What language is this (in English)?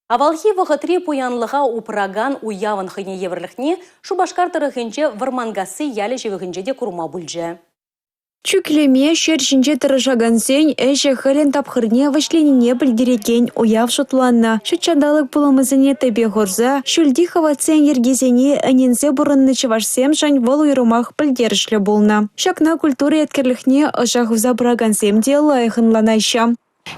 Chuvash